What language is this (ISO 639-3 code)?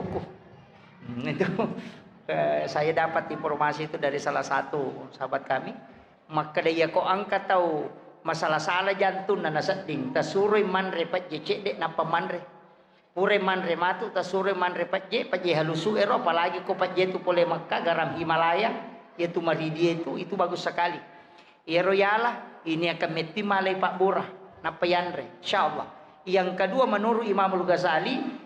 bug